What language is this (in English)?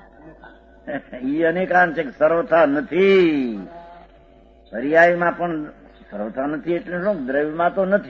Gujarati